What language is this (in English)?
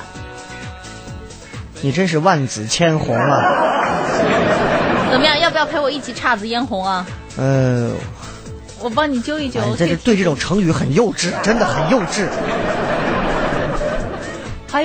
Chinese